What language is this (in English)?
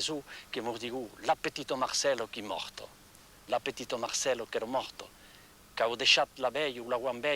Occitan